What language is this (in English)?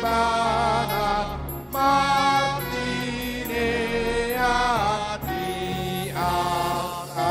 Batak Toba